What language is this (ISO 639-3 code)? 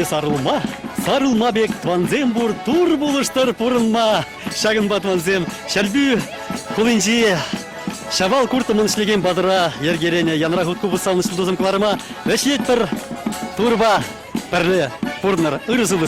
chv